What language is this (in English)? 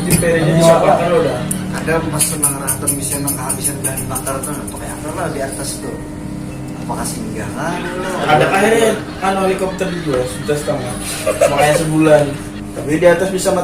Banjar